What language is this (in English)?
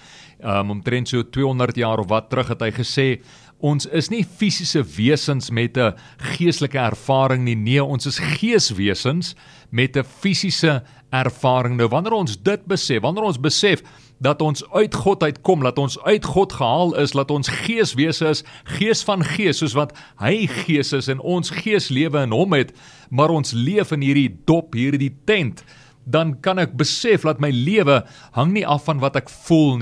Afrikaans